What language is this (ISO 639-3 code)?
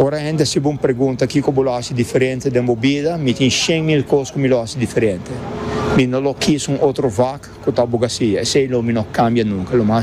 pap